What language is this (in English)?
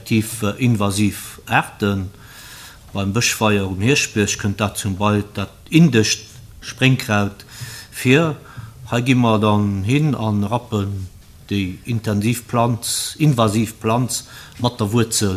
Luxembourgish